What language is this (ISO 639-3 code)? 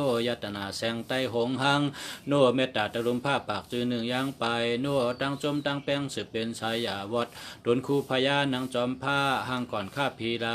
shn